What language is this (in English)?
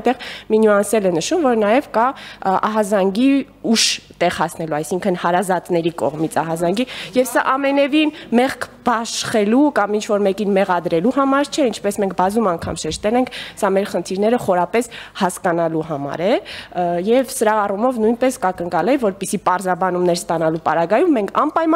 Armenian